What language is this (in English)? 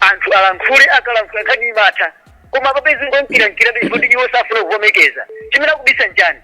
Nyanja